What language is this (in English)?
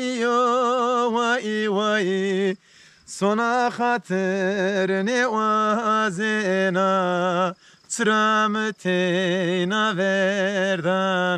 Zaza